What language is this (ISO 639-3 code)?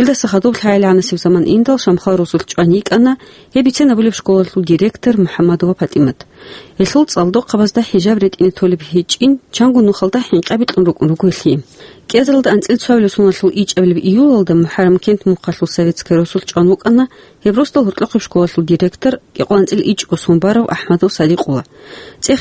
ava